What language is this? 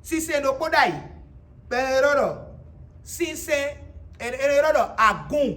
Fon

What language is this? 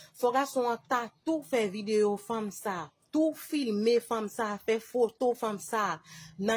Haitian Creole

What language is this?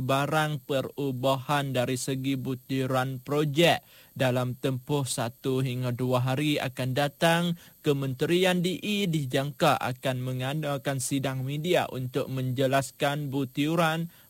Malay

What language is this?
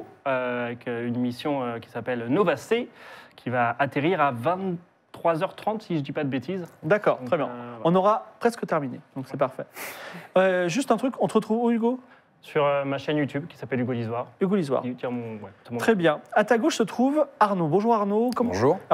French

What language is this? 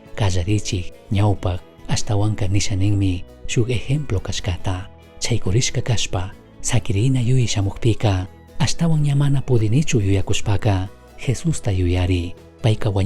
Chimborazo Highland Quichua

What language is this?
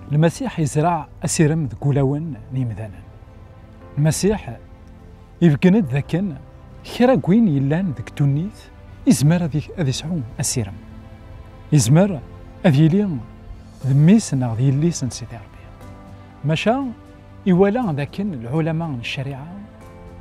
Kabyle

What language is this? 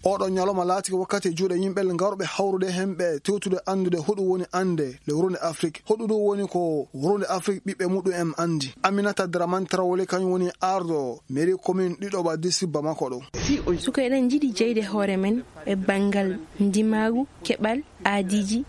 Maasina Fulfulde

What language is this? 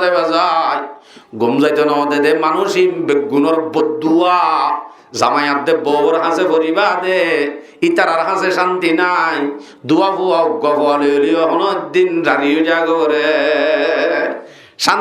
Rohingya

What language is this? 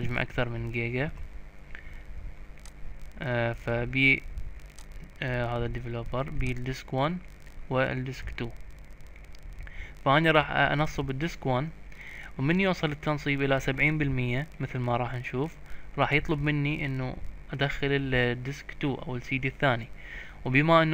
Mesopotamian Arabic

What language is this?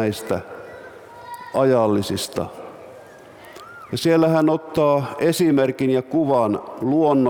Finnish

